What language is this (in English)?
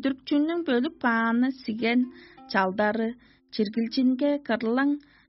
Tuvinian